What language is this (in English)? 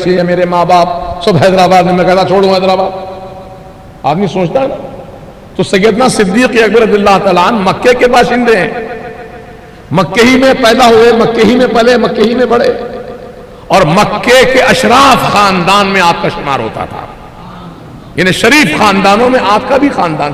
Urdu